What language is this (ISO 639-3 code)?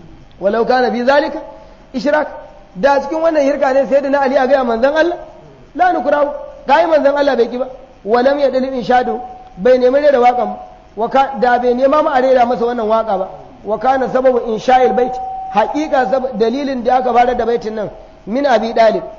hau